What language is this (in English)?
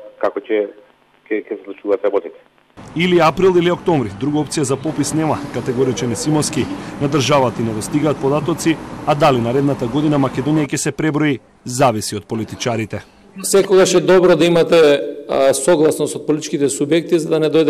Macedonian